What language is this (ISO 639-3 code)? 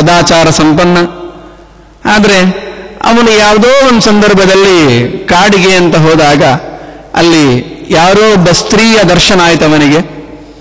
kan